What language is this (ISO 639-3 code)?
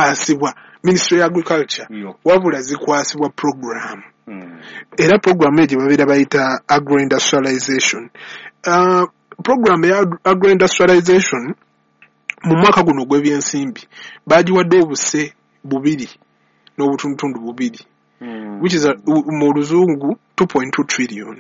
lug